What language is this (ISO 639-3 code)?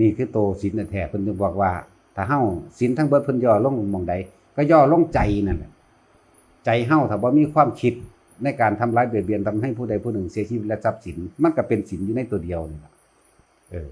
tts